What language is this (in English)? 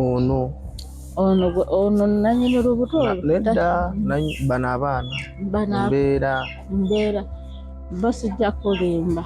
Ganda